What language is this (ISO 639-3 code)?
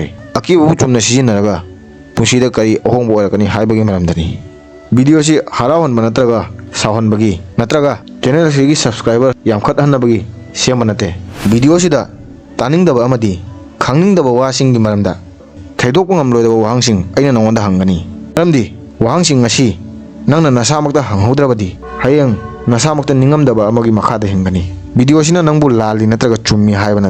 mni